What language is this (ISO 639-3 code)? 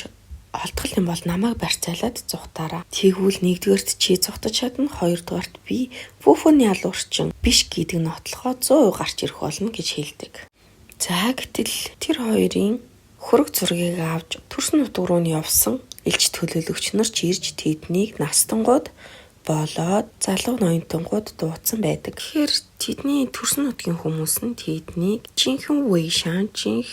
mon